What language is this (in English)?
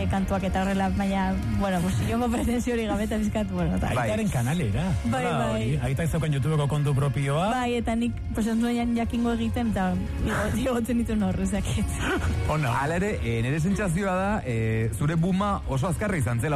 Basque